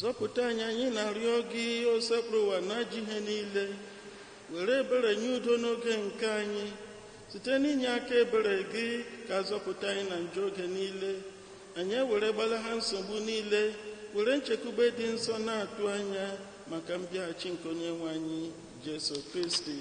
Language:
Igbo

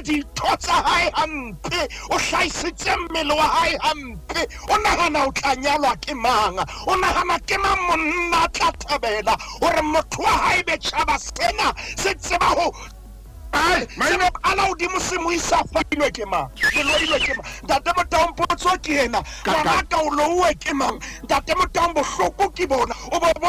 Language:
Southern Sotho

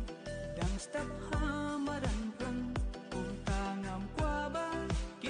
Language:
Khasi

